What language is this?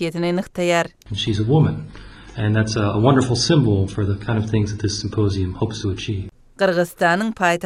Kyrgyz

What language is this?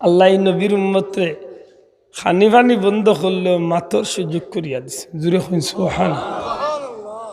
Sylheti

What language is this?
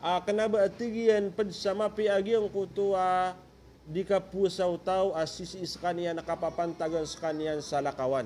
Maranao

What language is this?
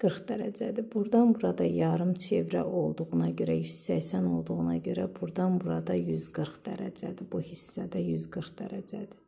Azerbaijani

